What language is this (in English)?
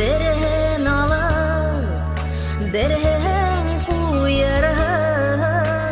Bashkir